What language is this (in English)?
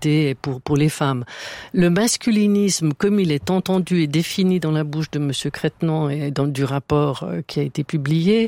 French